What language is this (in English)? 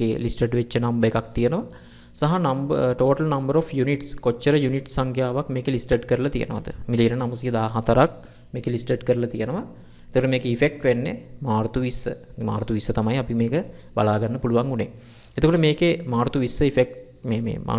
Sinhala